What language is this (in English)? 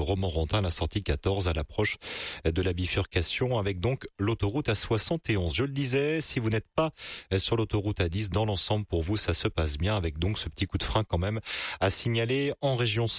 French